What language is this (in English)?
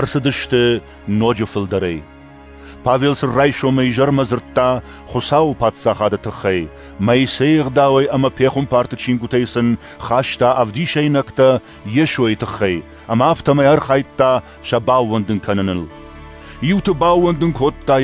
Ossetic